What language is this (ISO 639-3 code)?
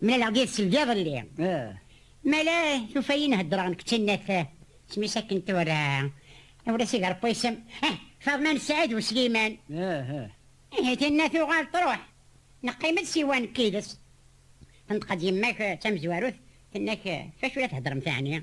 kab